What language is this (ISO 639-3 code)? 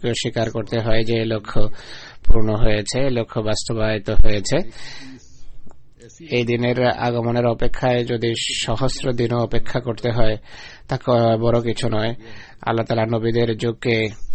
ben